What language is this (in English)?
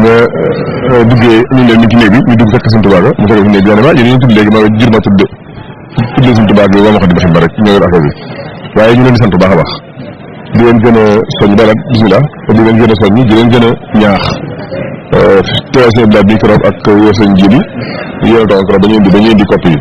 Wolof